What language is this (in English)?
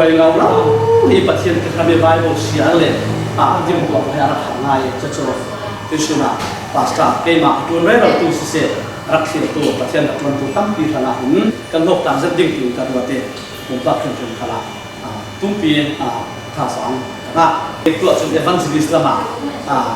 Falam Chin